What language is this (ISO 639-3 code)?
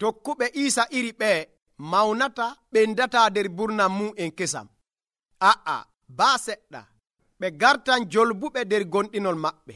fuv